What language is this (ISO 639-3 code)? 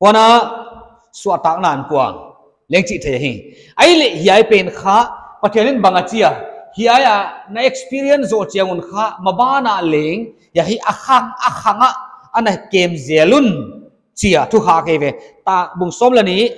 pck